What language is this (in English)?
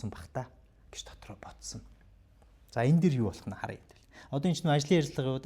Mongolian